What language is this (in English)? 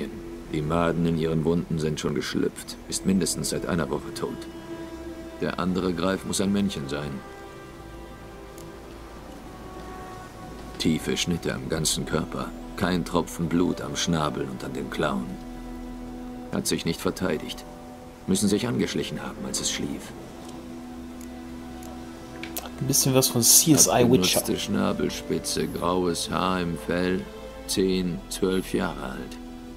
German